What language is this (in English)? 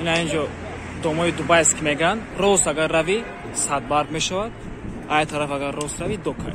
Tajik